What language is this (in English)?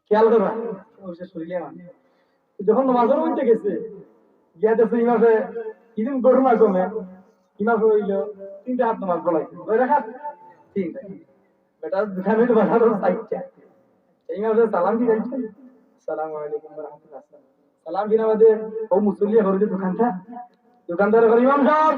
Sylheti